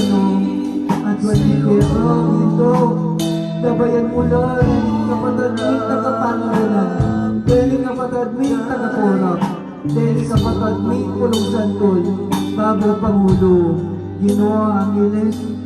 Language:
Pampanga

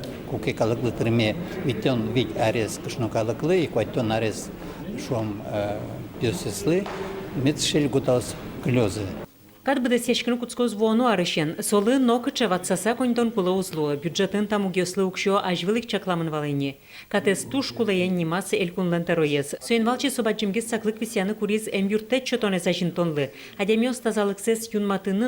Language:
Udmurt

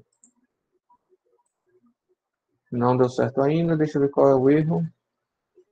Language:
Portuguese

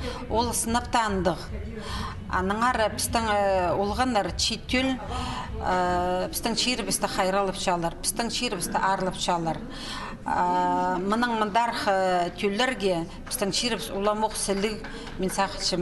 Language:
Khakas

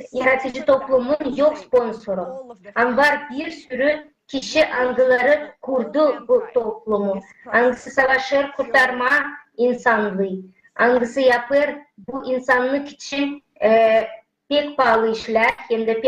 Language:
Gagauz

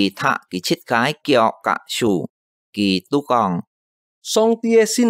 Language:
Hakka Chinese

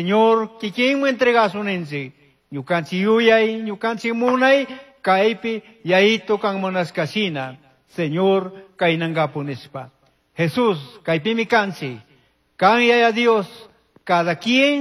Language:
Chimborazo Highland Quichua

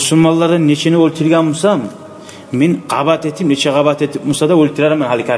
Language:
Kumyk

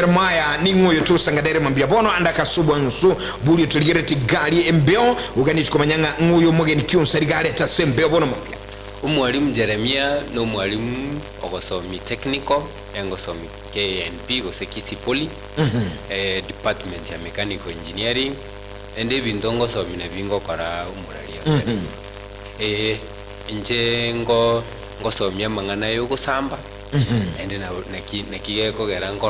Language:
Gusii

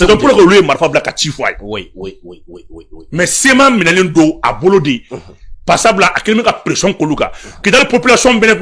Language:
Bambara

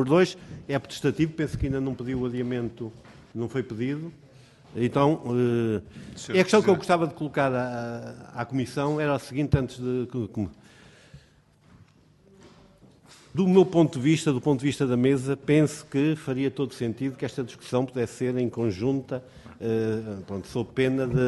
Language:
Portuguese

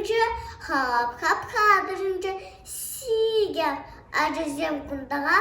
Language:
Chuvash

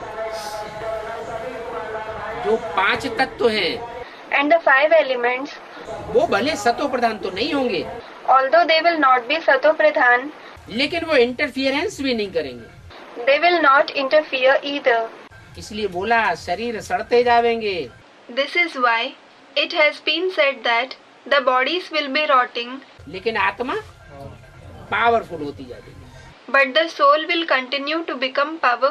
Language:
Hindi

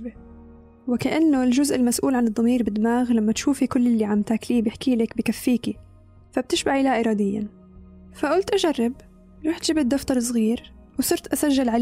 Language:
North Levantine Arabic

